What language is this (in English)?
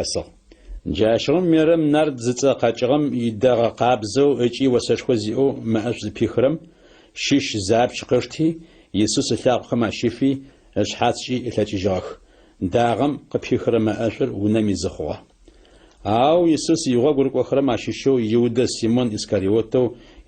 Adyghe